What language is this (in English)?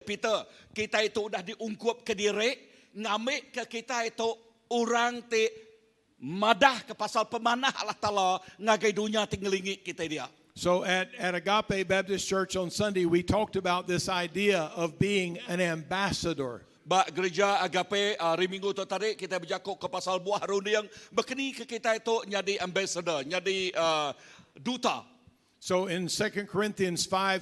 Iban